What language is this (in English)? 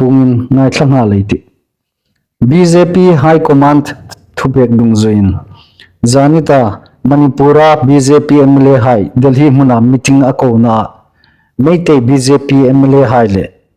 Hmar